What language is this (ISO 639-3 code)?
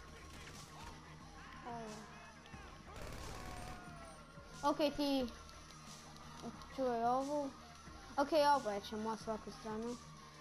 hrv